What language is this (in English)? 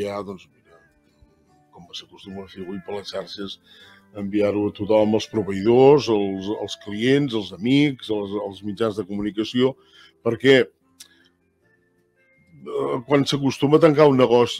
Catalan